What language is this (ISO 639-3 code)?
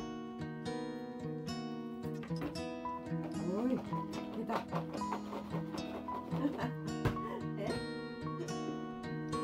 swe